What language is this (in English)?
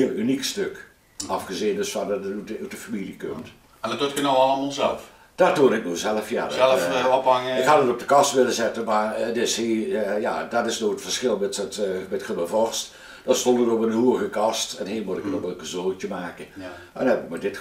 Limburgish